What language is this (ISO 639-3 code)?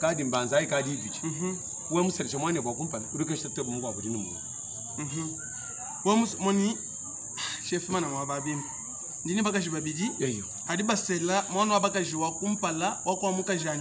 lua